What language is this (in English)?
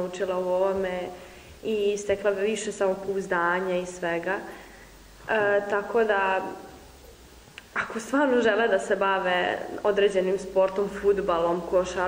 Serbian